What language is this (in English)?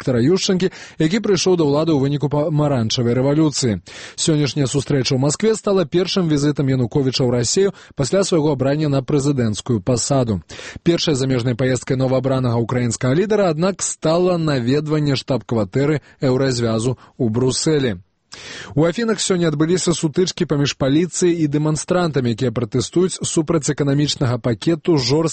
Belarusian